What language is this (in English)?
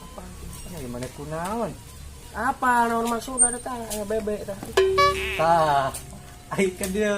Sundanese